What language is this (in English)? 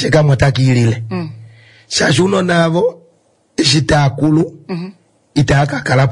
Kuanyama